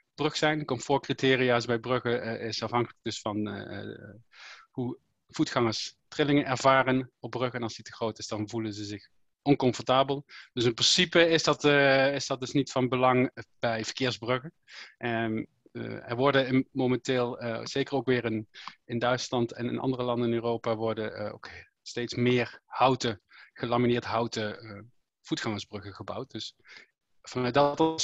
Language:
Dutch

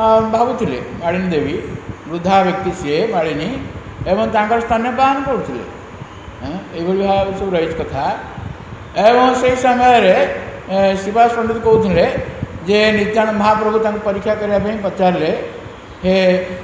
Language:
Odia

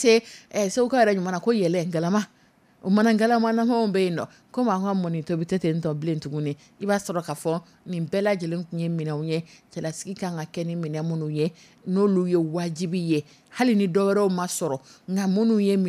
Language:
Dyula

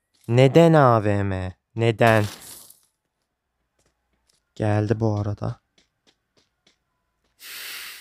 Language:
Turkish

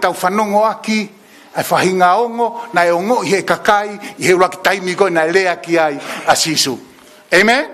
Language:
Tongan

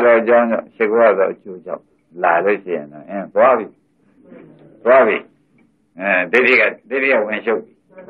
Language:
Burmese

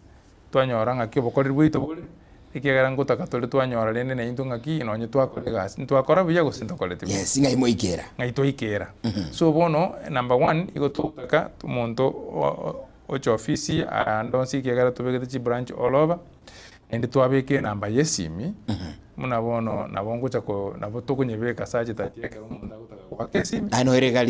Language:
Gusii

